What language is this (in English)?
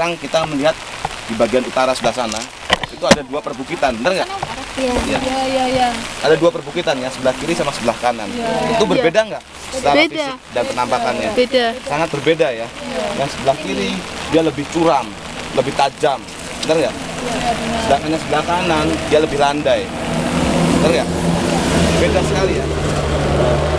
Indonesian